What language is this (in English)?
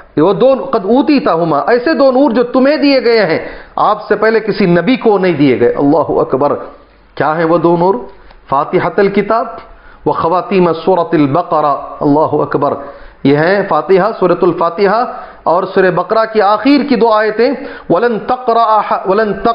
Urdu